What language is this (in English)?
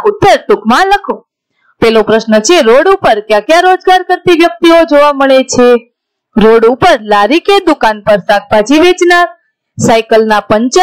Gujarati